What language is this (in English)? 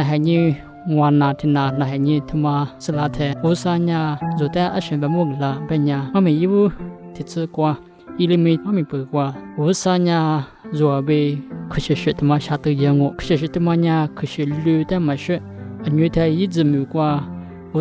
Lisu